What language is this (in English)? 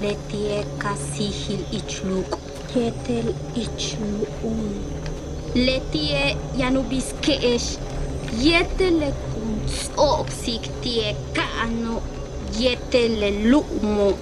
Yucateco